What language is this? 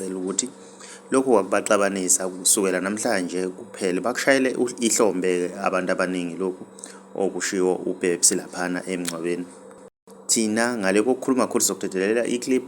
Zulu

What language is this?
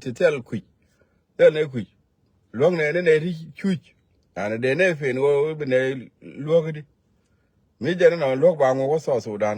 Nuer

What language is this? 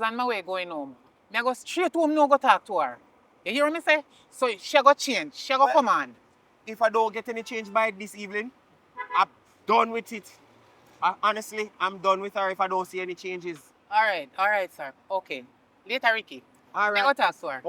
Jamaican Creole English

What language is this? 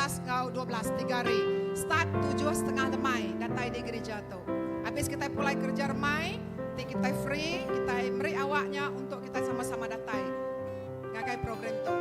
Iban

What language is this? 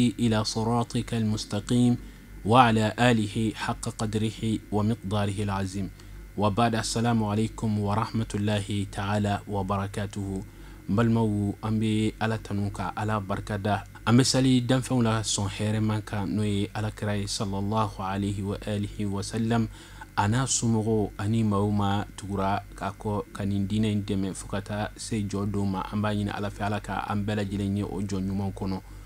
Bambara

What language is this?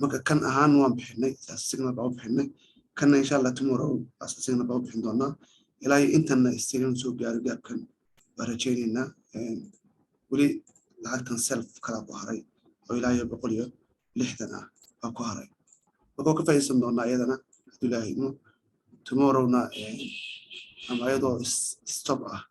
Somali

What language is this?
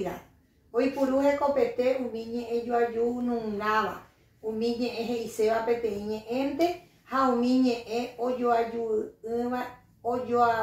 Guarani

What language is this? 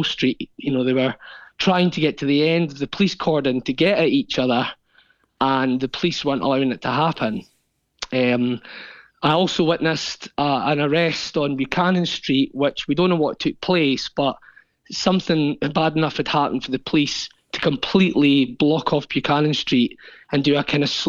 English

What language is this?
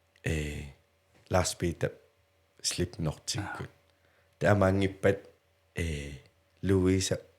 Kalaallisut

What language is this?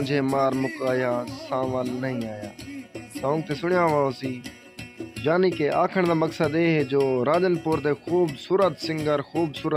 Saraiki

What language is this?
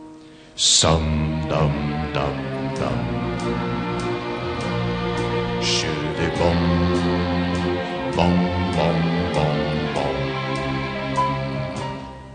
Italian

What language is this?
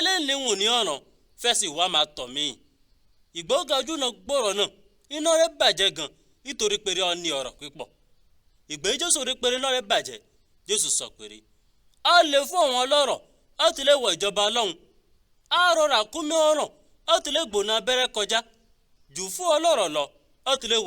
Yoruba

